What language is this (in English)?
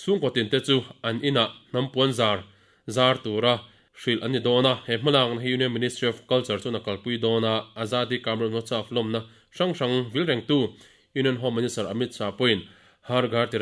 Mizo